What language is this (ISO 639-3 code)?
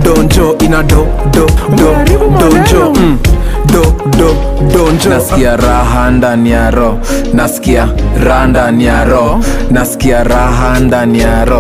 swa